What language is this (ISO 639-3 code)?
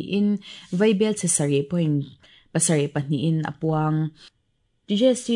lus